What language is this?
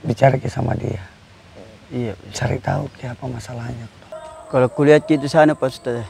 Makassar Malay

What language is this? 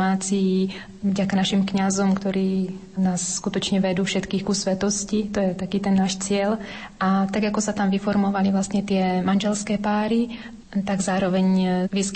Slovak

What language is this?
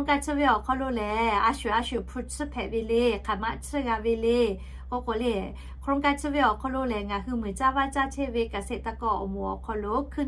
Lahu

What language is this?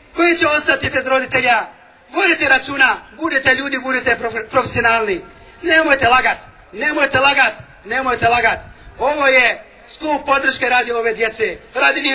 Bosnian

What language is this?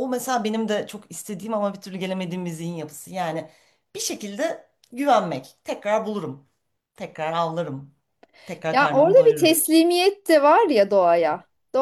Turkish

